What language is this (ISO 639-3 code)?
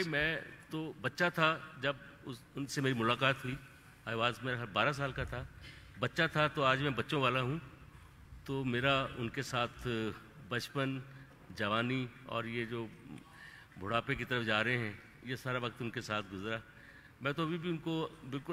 urd